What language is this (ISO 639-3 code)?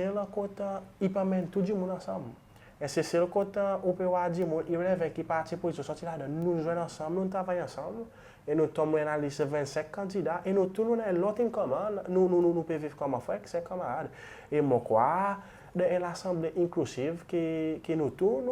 crs